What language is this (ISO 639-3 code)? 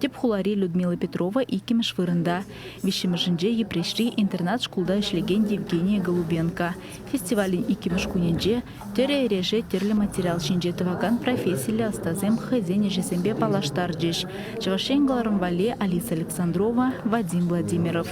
chv